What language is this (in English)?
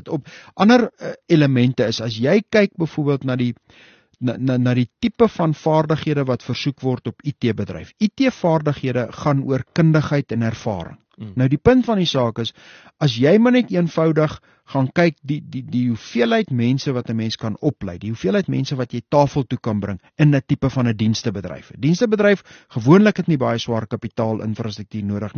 Afrikaans